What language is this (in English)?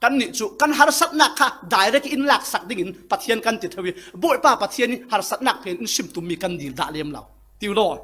Falam Chin